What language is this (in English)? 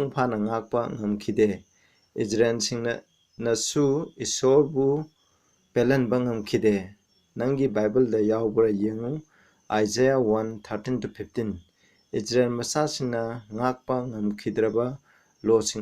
Manipuri